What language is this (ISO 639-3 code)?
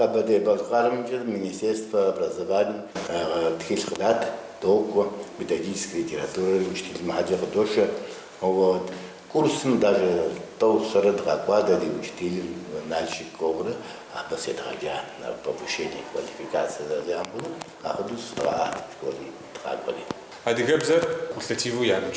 kbd